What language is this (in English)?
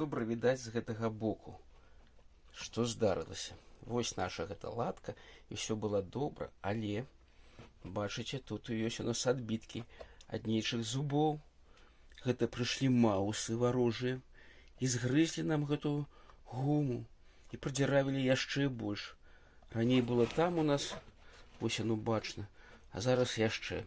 Belarusian